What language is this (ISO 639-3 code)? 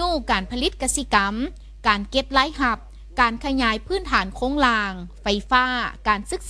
lao